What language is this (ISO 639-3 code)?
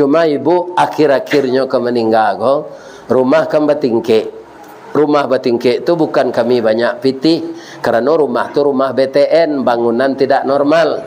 min